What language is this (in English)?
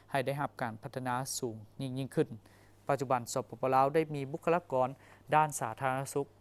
Lao